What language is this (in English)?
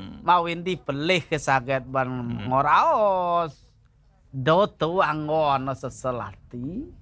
Balinese